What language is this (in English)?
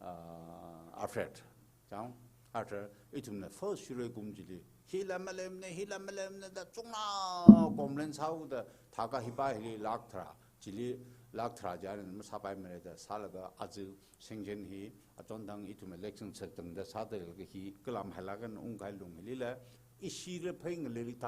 Tangkhul Naga (India)